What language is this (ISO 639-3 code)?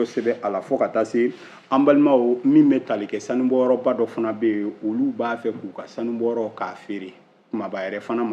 bam